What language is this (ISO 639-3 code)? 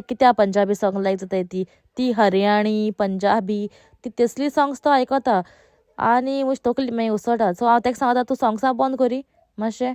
kok